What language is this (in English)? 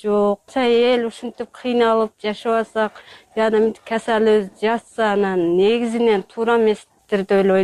Kyrgyz